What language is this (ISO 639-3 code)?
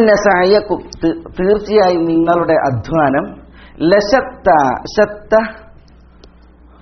mal